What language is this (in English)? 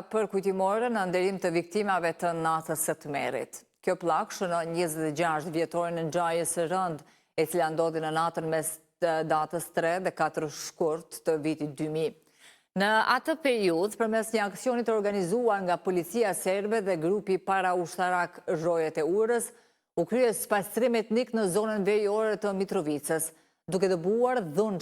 Albanian